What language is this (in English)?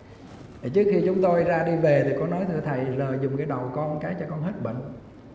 Vietnamese